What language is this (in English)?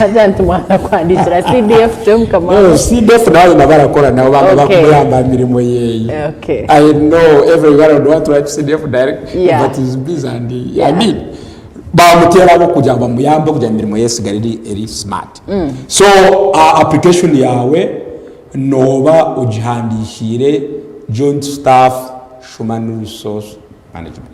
Nyankole